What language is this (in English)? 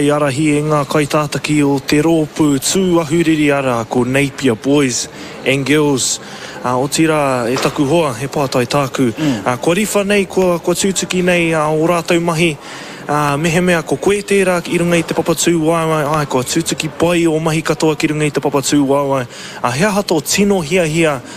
Māori